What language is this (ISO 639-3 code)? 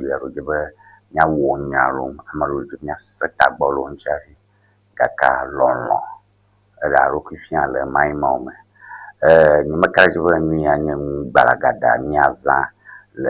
ewe